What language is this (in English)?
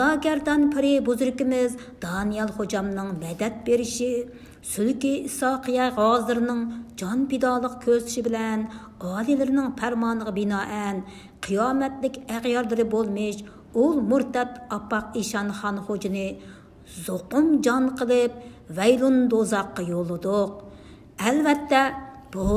Uyghur